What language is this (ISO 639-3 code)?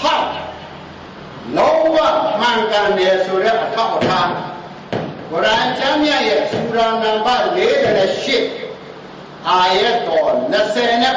mya